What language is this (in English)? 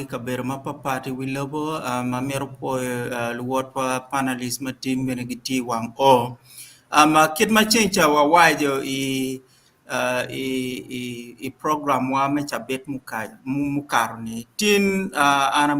Acoli